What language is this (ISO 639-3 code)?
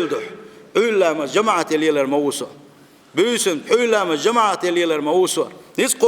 che